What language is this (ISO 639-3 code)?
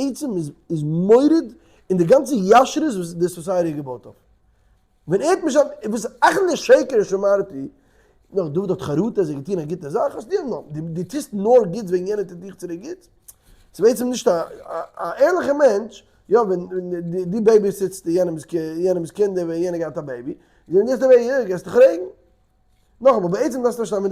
yid